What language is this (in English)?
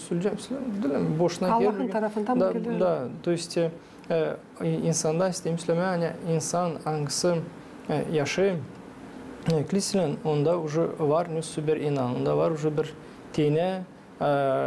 Gagauz